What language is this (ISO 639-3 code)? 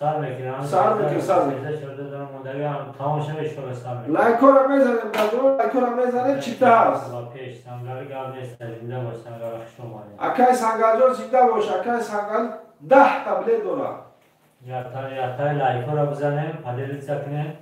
tgk